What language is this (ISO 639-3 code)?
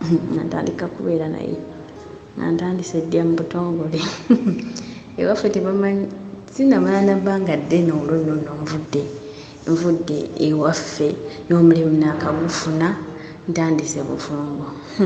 lug